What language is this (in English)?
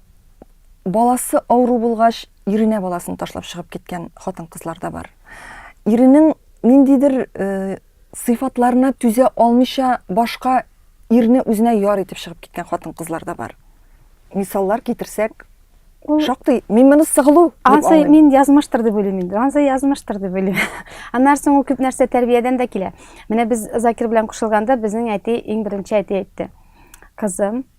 Tatar